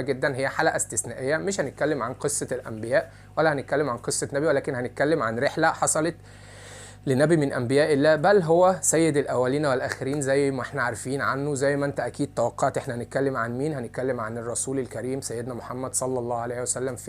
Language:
Egyptian Arabic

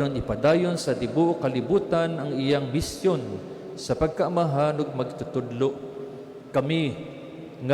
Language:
Cebuano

